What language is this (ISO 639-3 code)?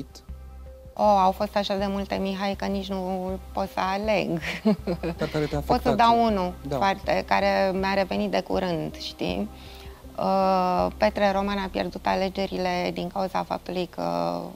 ron